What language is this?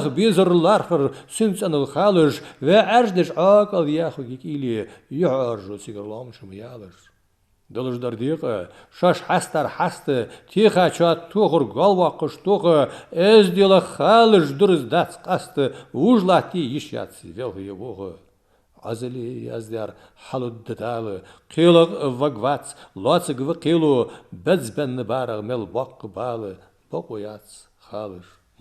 Ingush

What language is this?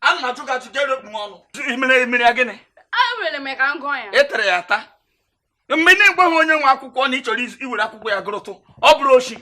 Igbo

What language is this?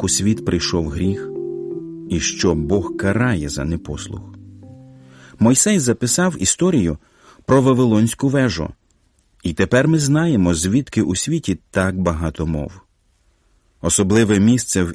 Ukrainian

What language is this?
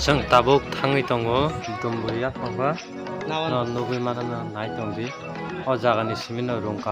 Kok Borok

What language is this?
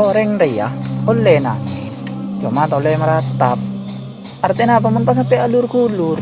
Madurese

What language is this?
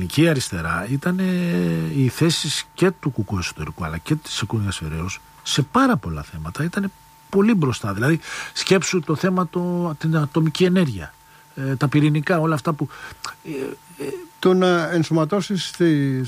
Greek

